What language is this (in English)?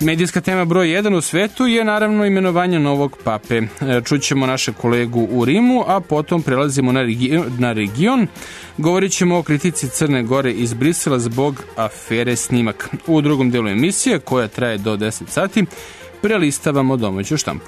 Serbian